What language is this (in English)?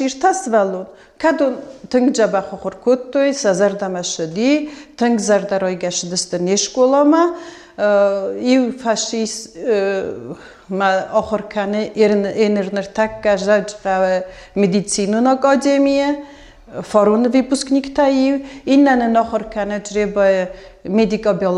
Ossetic